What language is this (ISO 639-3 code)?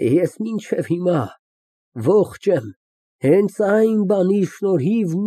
hye